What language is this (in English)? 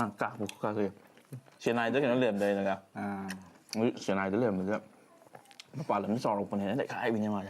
Manipuri